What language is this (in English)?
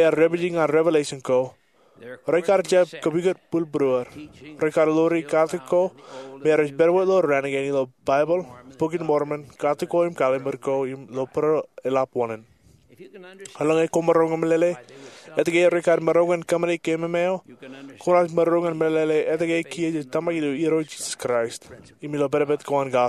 Marshallese